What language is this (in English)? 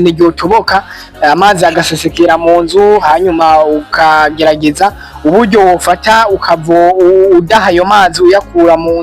Rundi